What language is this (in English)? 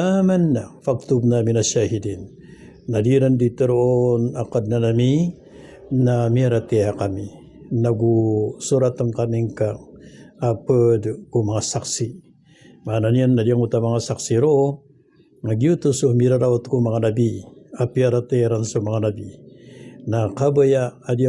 Maranao